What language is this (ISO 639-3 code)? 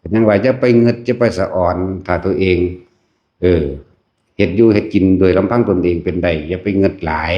tts